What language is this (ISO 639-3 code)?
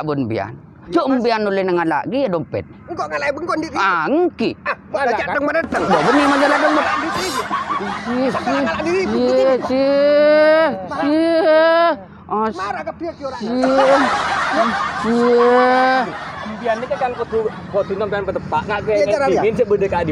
mad